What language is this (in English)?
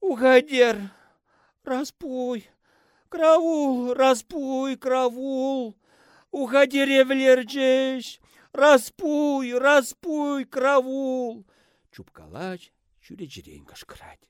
Chuvash